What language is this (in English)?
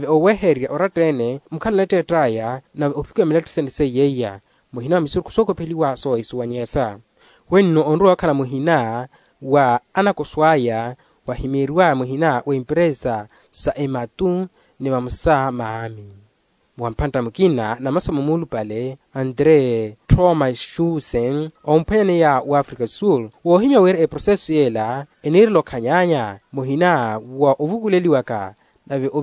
Makhuwa